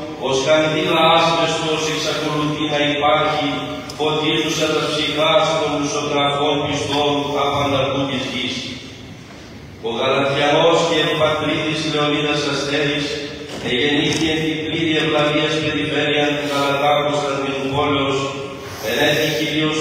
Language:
Greek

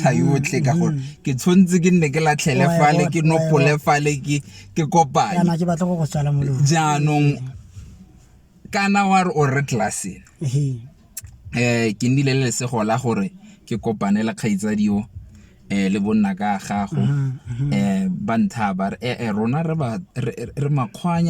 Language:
Tswana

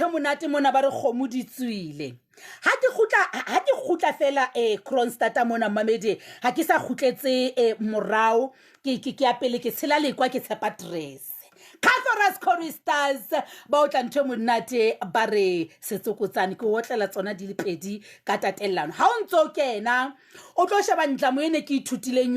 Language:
Southern Sotho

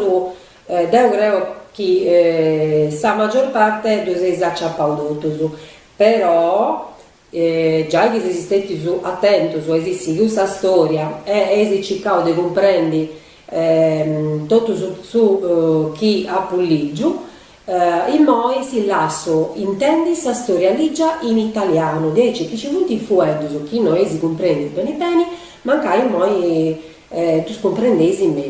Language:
Sardinian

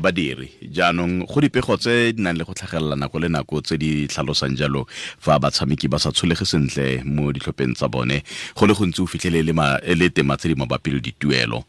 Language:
Tswana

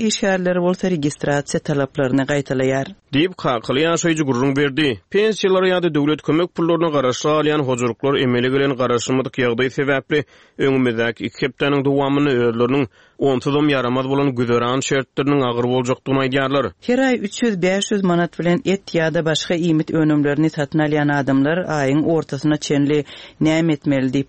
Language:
Turkmen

